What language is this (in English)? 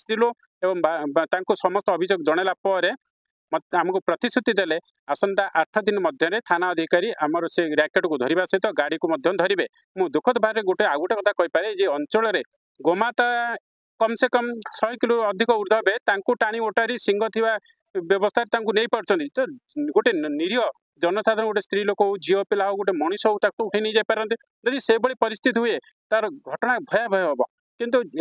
Odia